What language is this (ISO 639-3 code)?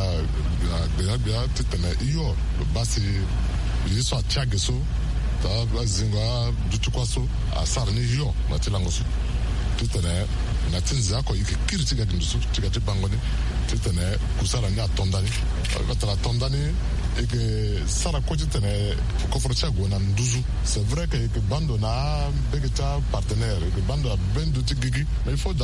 sag